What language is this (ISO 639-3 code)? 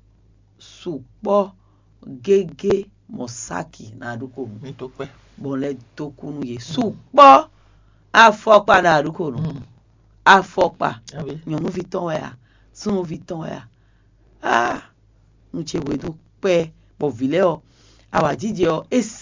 fon